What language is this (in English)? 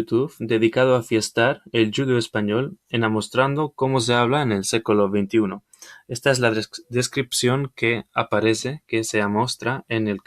Ladino